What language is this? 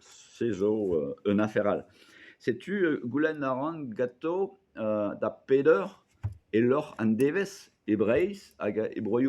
Breton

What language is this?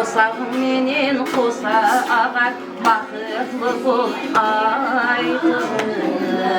Kara-Kalpak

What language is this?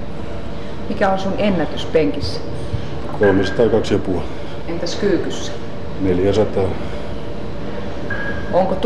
Finnish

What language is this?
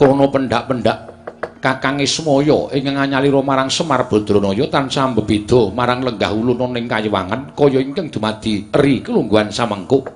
Javanese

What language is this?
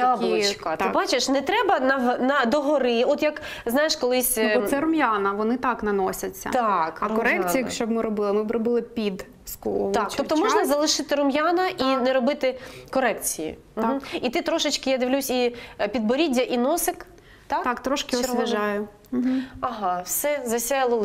Ukrainian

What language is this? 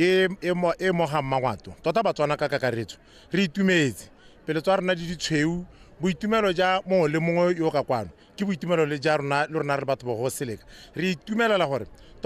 Tswana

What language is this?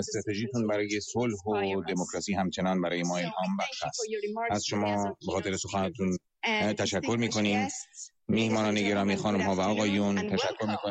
Persian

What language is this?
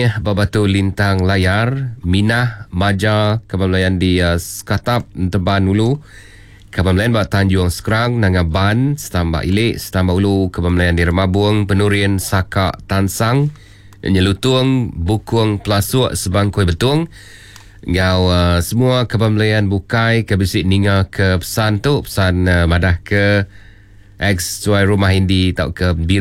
Iban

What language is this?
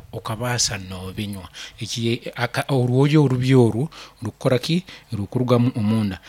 Nyoro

